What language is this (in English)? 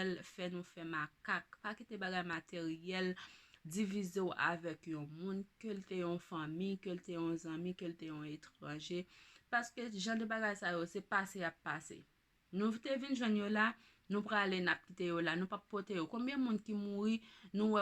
Haitian Creole